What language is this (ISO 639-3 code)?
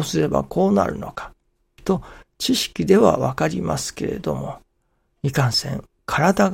jpn